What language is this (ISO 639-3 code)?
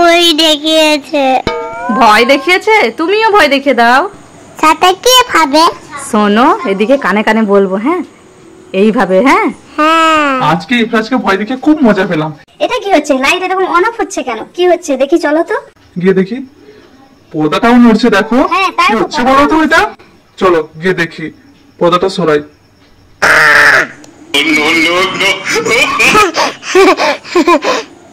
ben